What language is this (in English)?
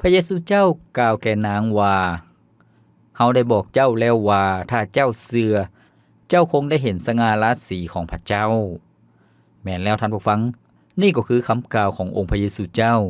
Lao